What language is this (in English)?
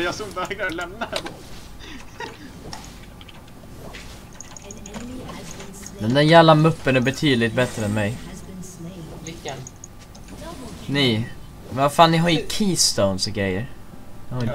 Swedish